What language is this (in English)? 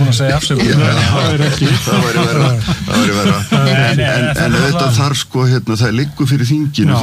Icelandic